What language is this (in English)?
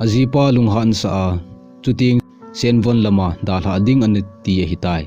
Thado Chin